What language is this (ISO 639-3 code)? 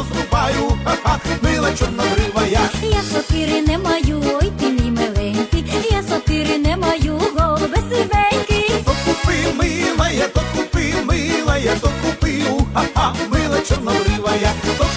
ukr